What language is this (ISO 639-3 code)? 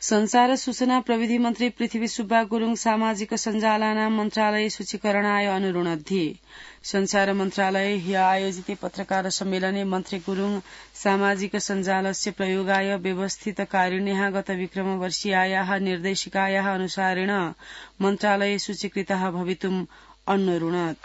san